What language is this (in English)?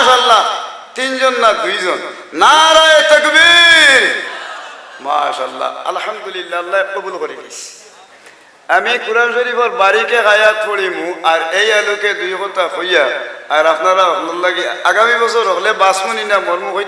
Sylheti